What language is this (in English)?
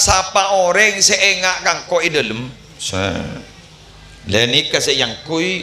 Madurese